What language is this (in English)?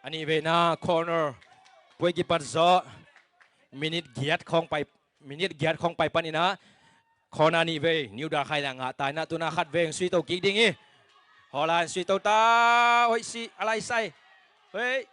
Tedim Chin